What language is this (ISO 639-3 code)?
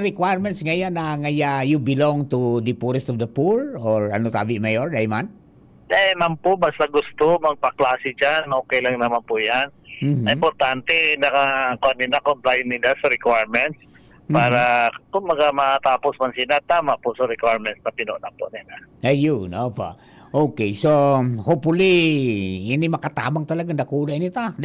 bik